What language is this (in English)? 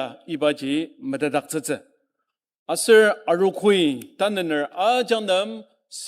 Ao Naga